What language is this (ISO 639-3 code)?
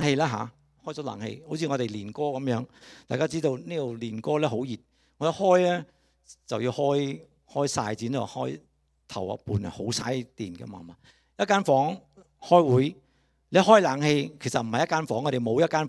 yue